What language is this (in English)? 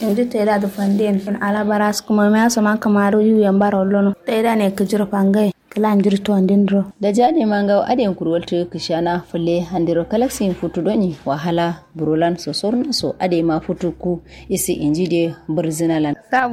Kanuri